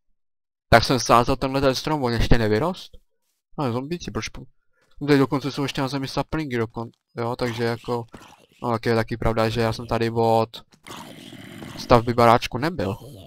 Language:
Czech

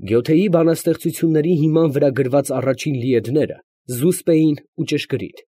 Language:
Armenian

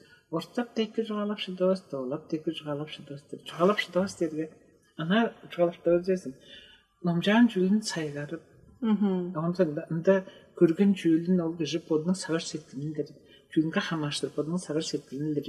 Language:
Tuvinian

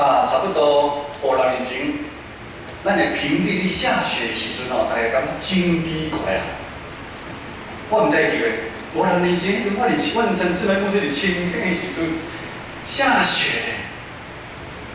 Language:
Min Nan Chinese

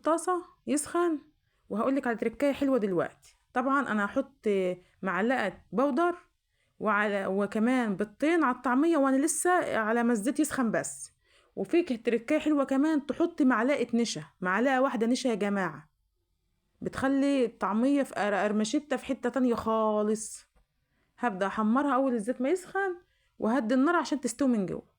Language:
Egyptian Arabic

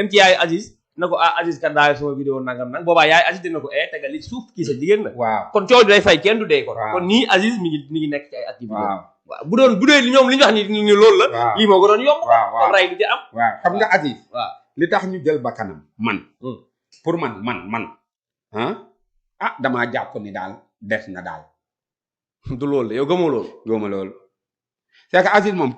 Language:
Wolof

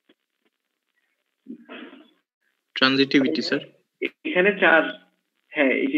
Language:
Bangla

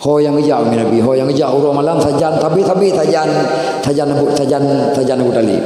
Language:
Achinese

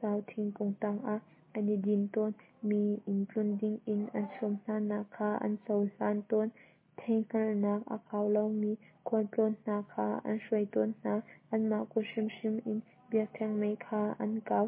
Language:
Hakha Chin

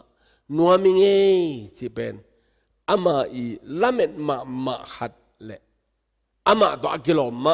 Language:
Tedim Chin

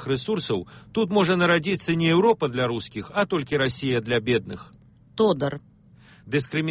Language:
Belarusian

